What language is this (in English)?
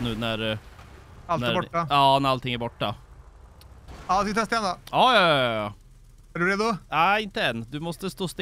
Swedish